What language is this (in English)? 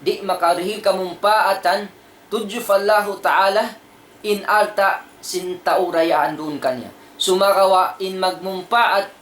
Tausug